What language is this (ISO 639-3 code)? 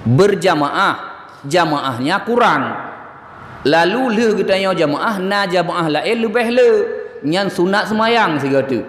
ace